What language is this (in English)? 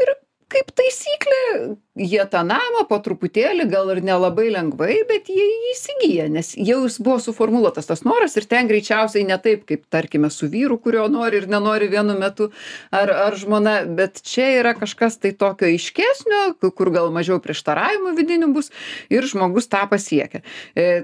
Lithuanian